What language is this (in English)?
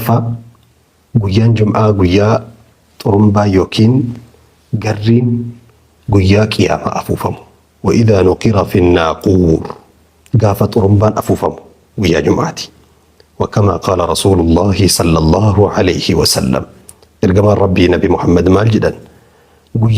Oromo